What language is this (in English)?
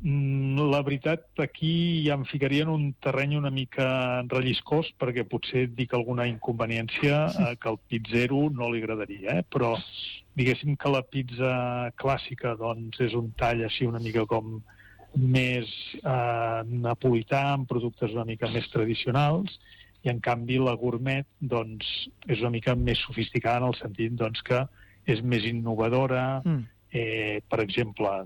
Catalan